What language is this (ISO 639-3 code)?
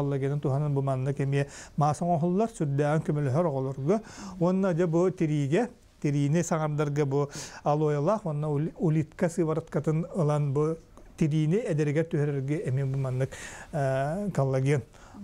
sah